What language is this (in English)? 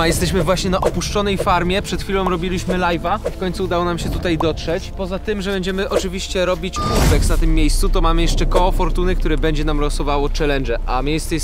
Polish